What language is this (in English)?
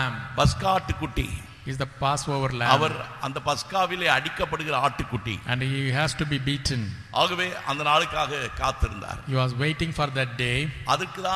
Tamil